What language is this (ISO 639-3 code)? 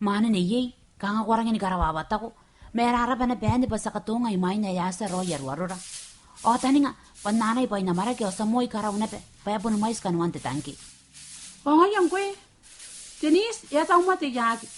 gil